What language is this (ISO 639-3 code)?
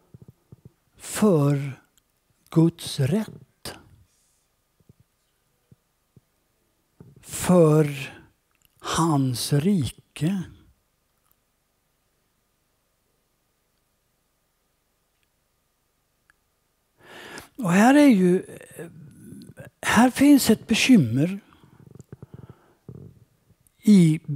swe